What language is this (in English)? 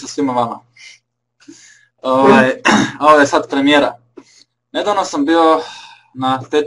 Croatian